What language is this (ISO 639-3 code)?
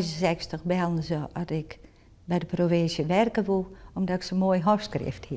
fry